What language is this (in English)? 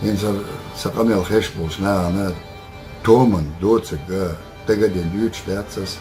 Chechen